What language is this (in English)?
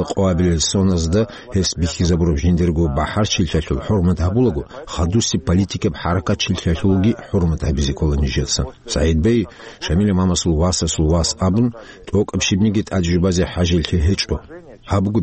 Avaric